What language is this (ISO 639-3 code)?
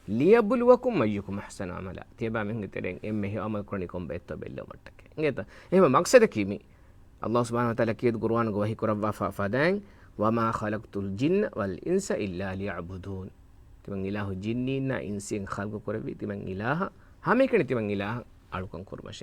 div